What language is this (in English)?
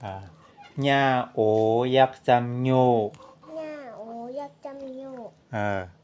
Shan